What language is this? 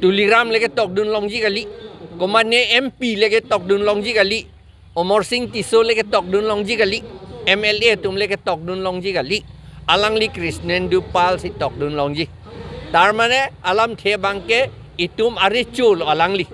Karbi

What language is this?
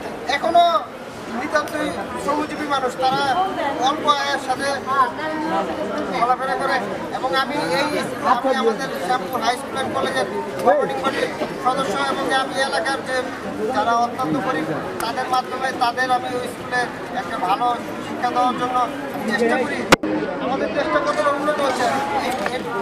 Bangla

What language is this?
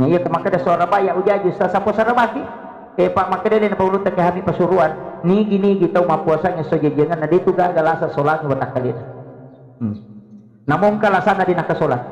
Buginese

